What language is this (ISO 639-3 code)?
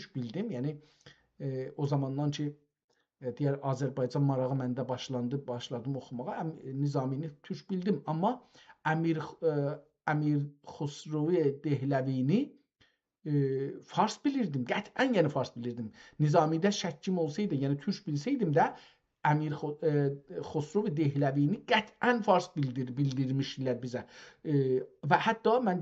azb